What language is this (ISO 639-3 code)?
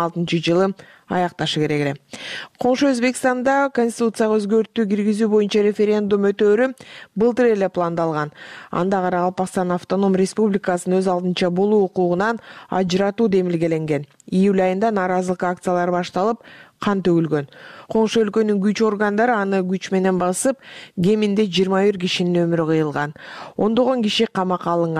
kir